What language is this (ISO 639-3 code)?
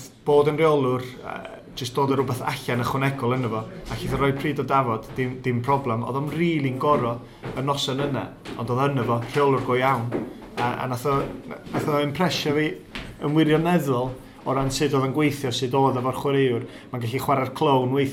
cym